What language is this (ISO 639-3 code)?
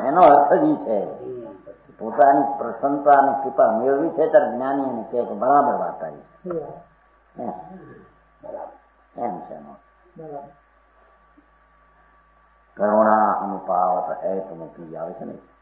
guj